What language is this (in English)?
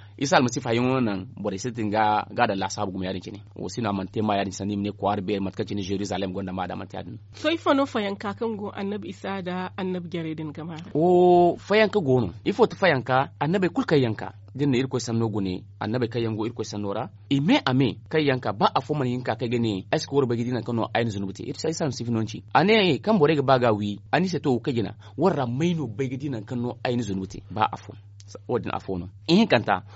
Zarma